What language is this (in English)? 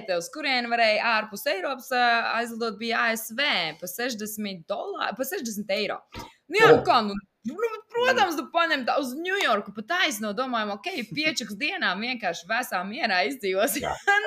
Latvian